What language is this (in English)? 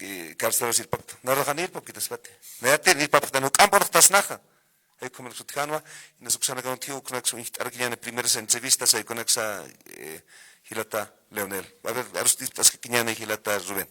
Aymara